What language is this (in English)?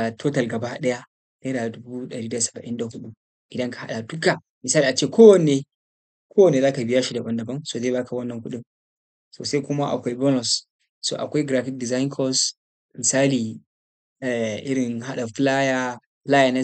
Hausa